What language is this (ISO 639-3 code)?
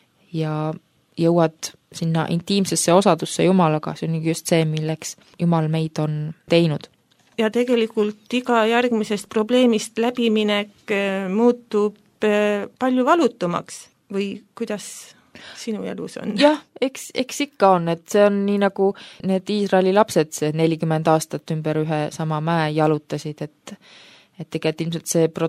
est